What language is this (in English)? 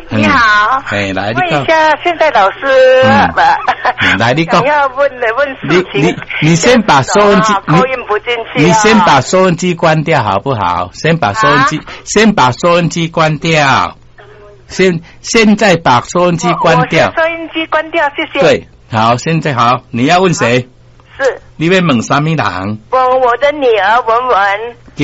Min Nan Chinese